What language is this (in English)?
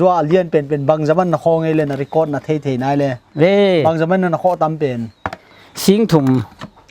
Paite Chin